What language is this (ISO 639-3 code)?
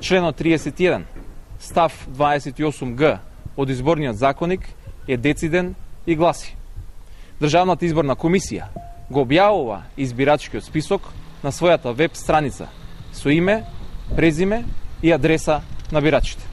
mkd